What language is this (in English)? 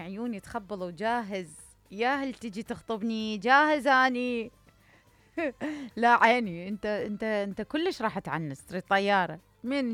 Mesopotamian Arabic